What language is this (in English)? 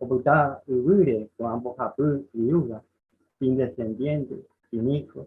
Guarani